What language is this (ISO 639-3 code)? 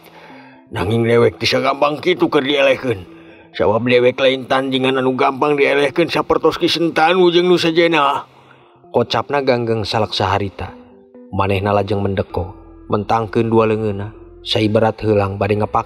sun